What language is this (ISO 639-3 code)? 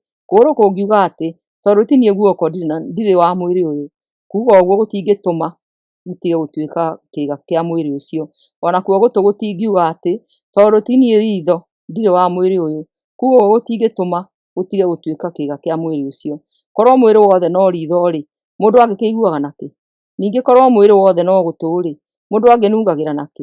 kik